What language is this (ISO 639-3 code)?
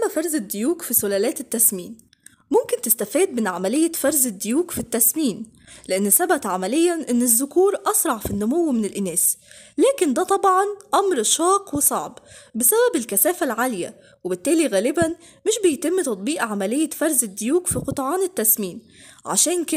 arz